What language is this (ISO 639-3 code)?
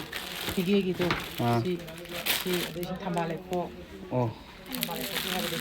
mni